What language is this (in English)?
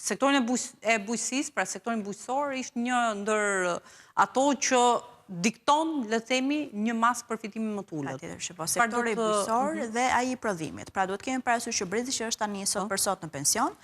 Albanian